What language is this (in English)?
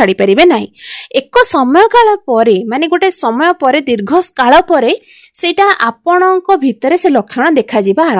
Odia